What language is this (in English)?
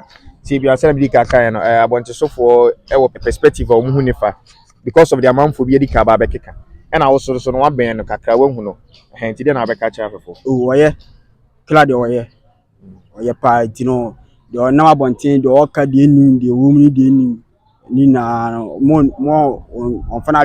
Akan